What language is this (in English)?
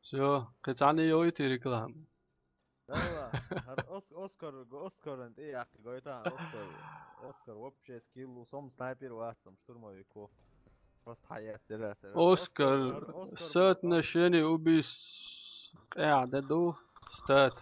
Chechen